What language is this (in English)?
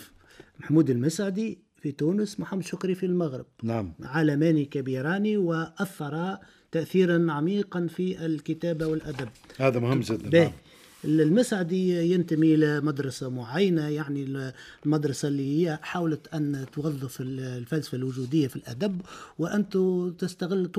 Tunisian Arabic